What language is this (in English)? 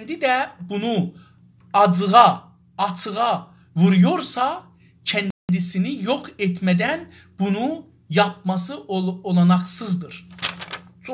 South Azerbaijani